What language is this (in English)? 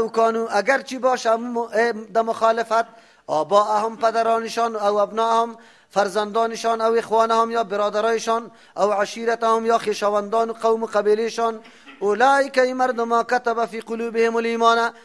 Persian